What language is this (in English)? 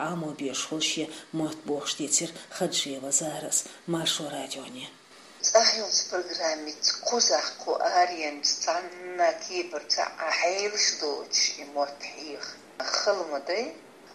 Chechen